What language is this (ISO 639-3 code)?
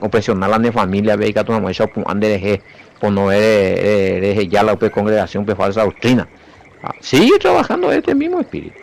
grn